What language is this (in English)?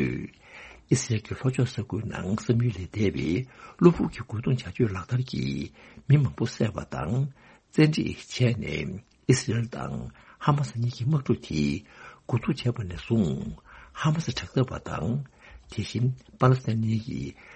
Tibetan